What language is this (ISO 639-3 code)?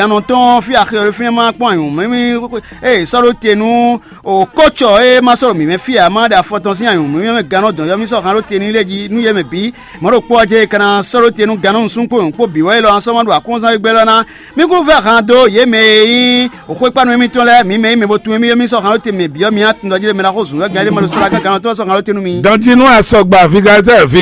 fon